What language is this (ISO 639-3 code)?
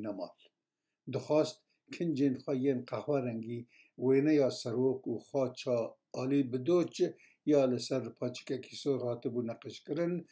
kur